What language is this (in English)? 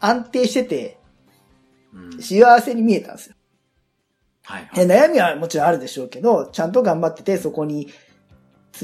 Japanese